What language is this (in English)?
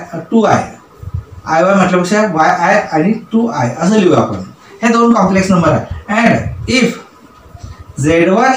Marathi